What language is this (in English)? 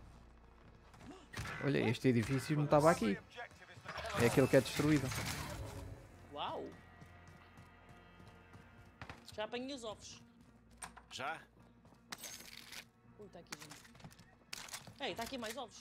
Portuguese